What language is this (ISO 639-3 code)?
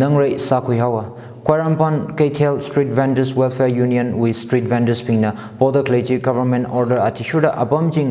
nmf